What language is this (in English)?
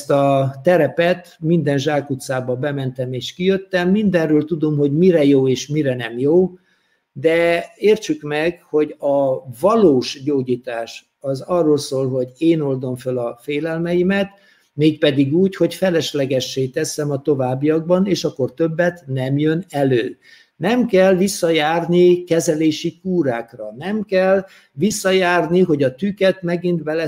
Hungarian